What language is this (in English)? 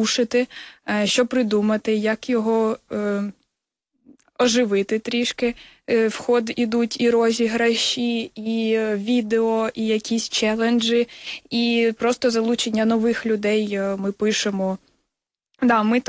Ukrainian